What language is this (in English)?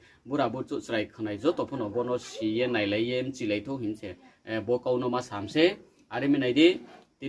Riang (India)